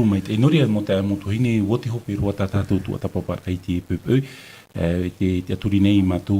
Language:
Tahitian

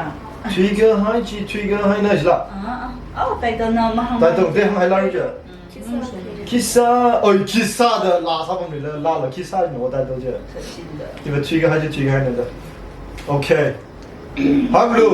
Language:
Tangkhul Naga (India)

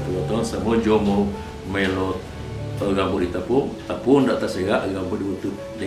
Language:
Minangkabau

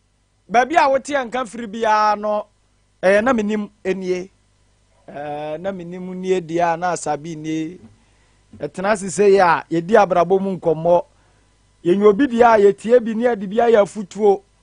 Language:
Akan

